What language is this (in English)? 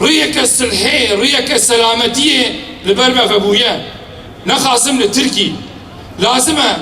Kurdish